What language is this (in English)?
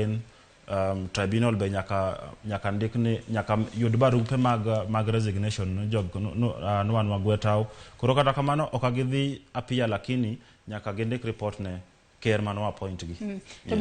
Luo (Kenya and Tanzania)